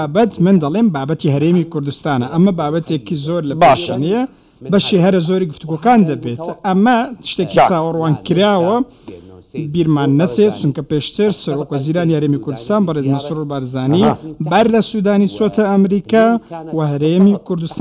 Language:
Central Kurdish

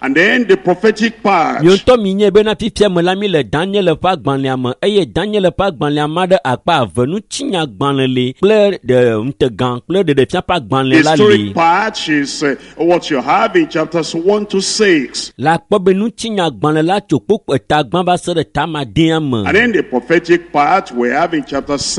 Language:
Ewe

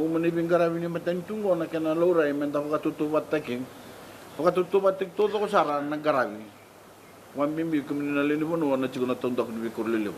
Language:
Fijian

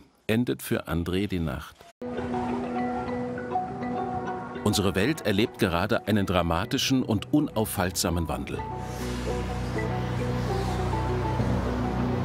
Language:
German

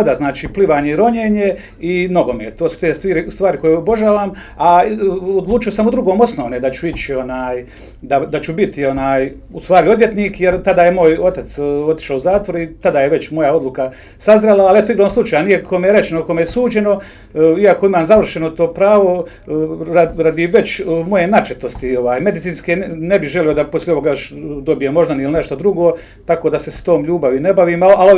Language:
Bosnian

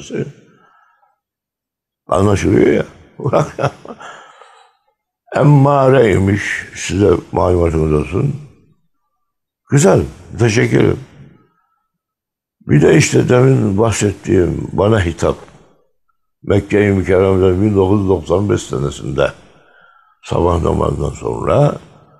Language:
Turkish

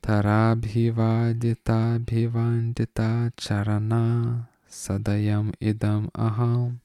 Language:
Lithuanian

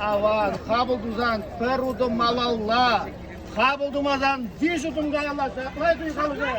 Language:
Chuvash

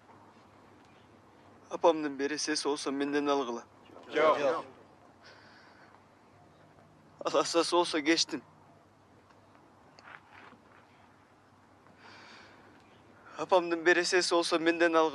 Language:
Kyrgyz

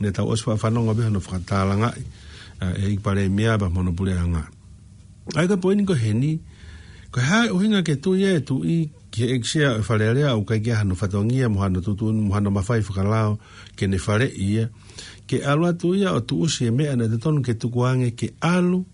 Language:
Tongan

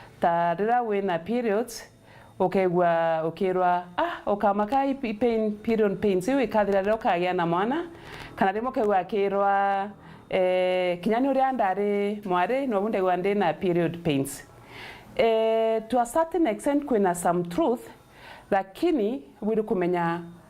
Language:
Meru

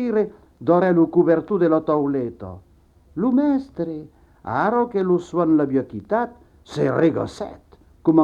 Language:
Occitan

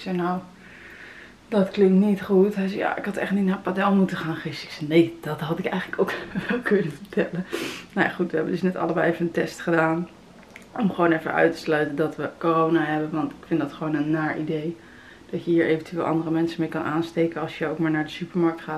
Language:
Dutch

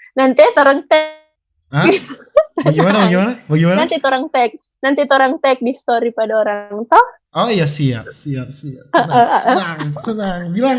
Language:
Manado Malay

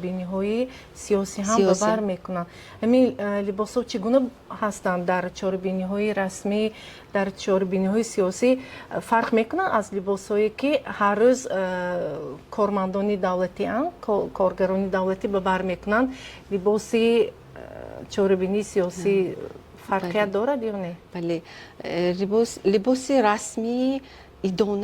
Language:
Tajik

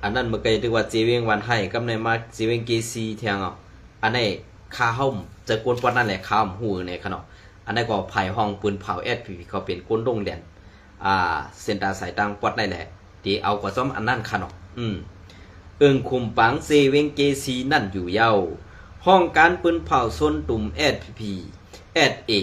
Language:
Shan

